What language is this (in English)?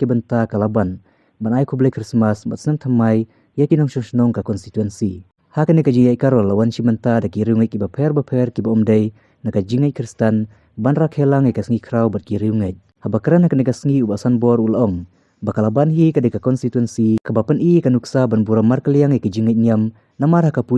Khasi